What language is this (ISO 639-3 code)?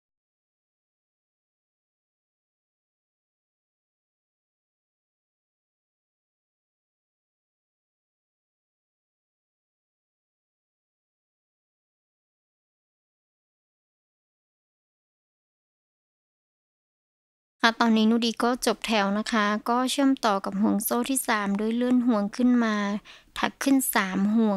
tha